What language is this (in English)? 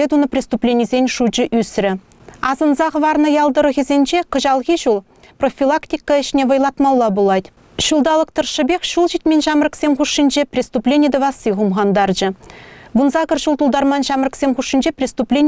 Chuvash